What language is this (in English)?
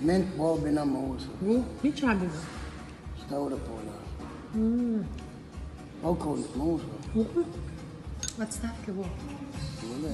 Chechen